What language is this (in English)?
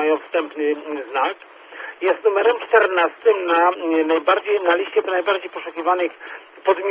Polish